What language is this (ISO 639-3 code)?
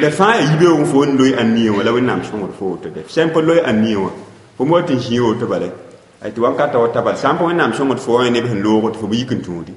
mos